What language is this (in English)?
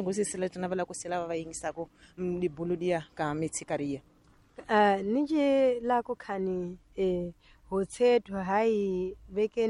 Tsonga